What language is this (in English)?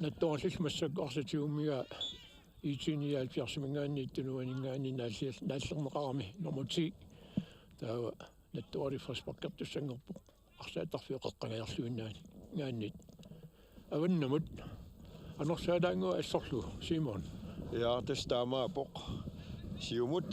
Kalaallisut